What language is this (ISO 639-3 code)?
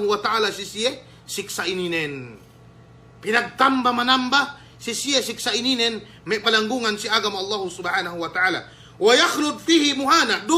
yka